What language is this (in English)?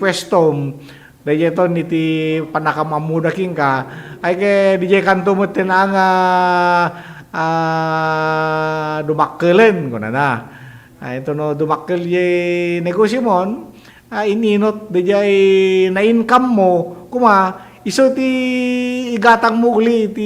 Iloko